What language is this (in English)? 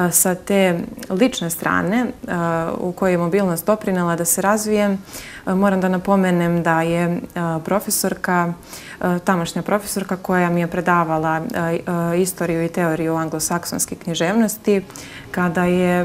Serbian